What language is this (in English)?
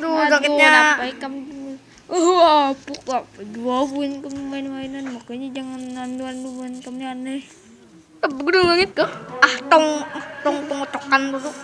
Banjar